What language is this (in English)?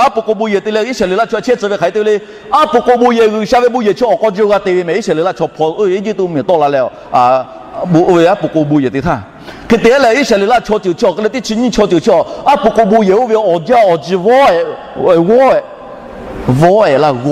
Lahu